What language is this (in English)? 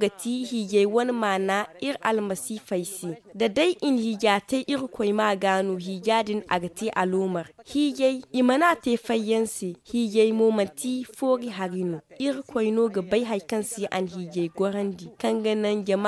Zarma